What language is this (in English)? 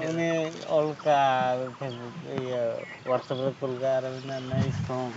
Santali